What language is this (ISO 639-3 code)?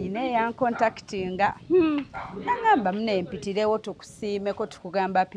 lug